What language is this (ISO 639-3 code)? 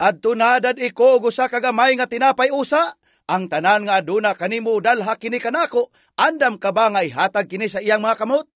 ceb